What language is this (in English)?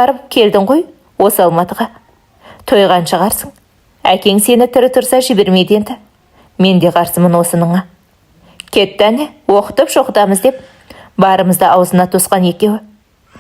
Kazakh